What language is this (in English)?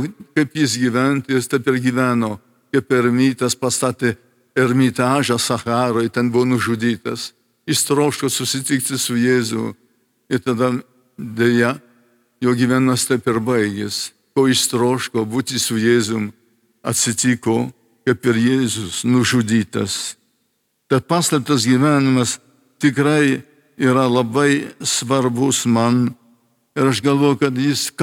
Lithuanian